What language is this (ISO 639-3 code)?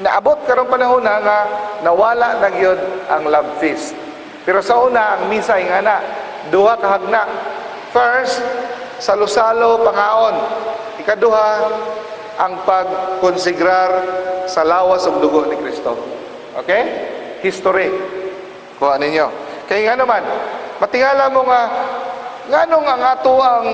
ceb